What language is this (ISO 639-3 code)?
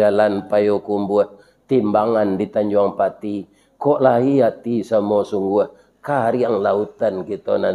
min